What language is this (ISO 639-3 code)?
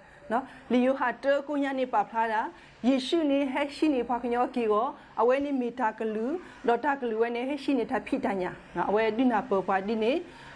ksw